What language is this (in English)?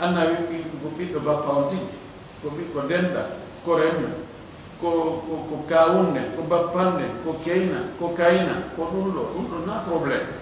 Fula